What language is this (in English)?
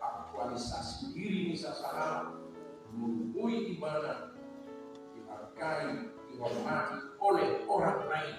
Batak Toba